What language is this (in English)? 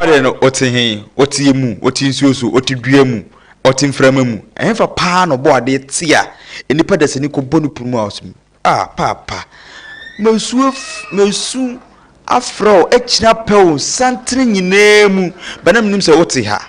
Akan